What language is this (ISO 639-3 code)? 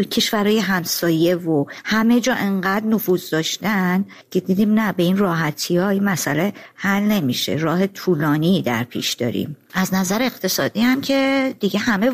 fas